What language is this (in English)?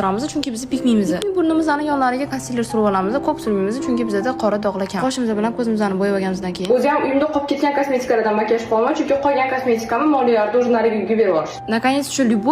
Uzbek